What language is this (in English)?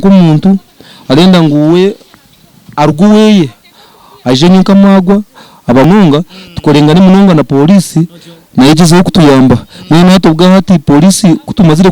Nyankole